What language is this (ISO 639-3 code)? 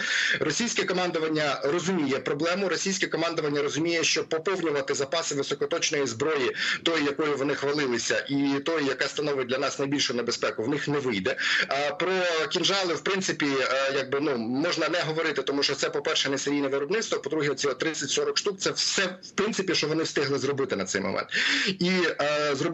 ukr